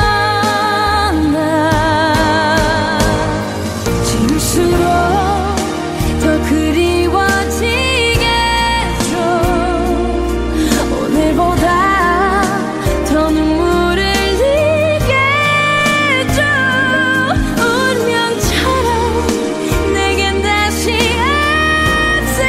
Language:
Korean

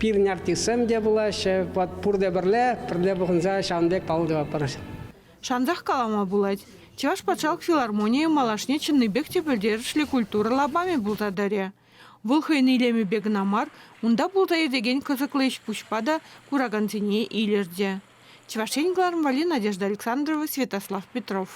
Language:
Chuvash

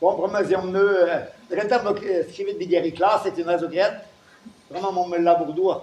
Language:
Breton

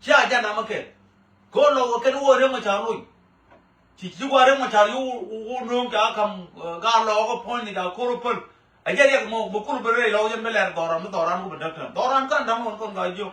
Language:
Nuer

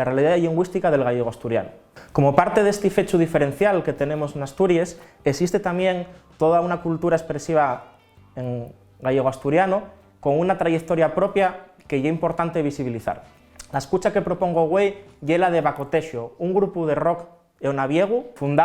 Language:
Asturian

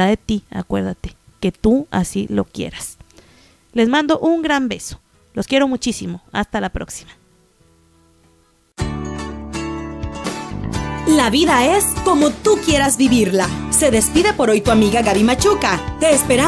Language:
Spanish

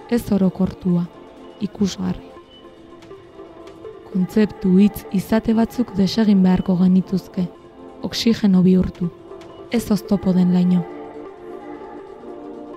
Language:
Basque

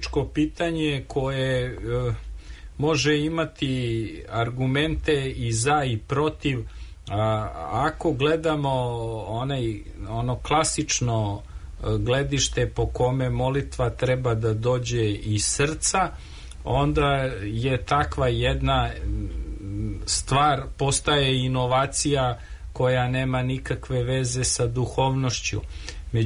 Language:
Serbian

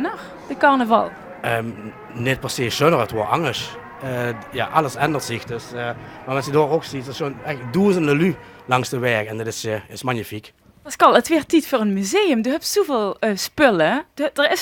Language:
Limburgish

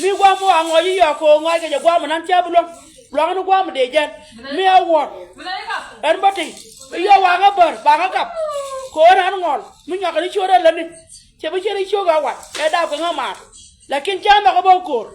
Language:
Nuer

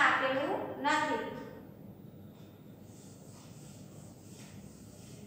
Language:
Gujarati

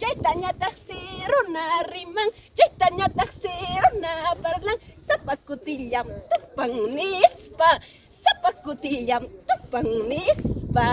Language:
Ayacucho Quechua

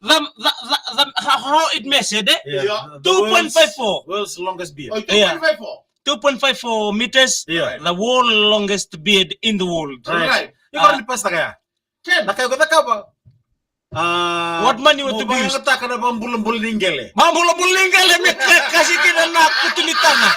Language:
Fijian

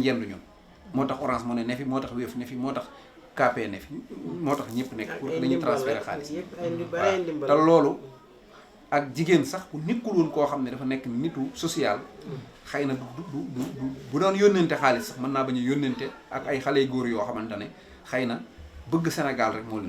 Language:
Wolof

